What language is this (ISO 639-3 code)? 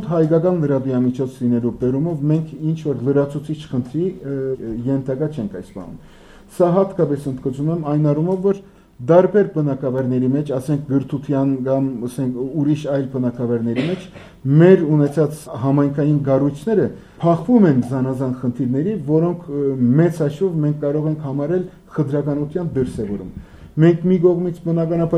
hye